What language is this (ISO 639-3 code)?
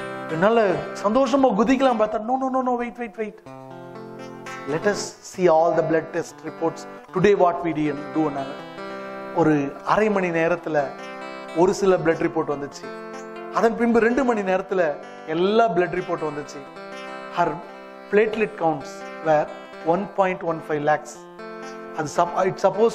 tam